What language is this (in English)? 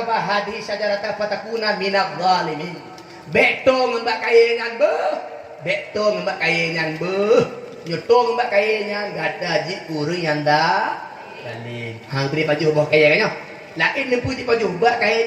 Achinese